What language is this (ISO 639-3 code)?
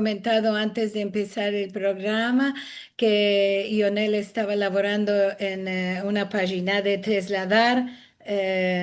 lad